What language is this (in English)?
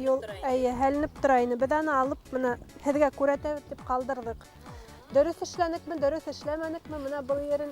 Bashkir